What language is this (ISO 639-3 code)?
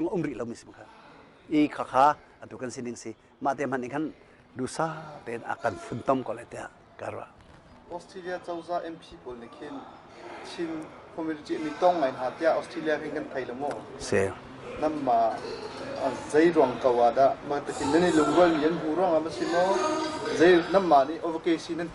cnh